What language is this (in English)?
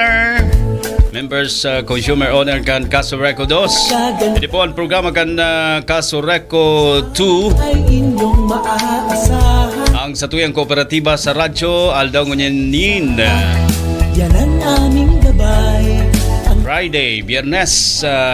Bikol